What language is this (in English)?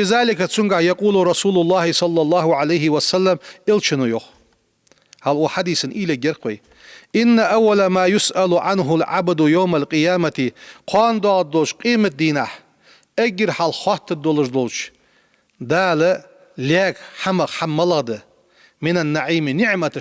Ingush